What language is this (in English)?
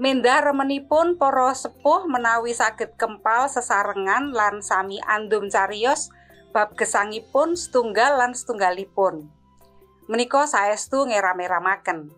Javanese